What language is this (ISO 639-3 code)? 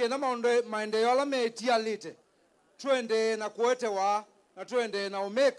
kam